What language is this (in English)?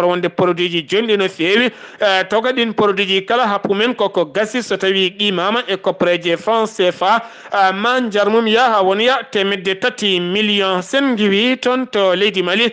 Fula